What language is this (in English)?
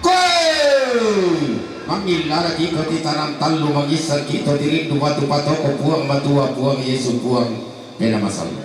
Toraja-Sa'dan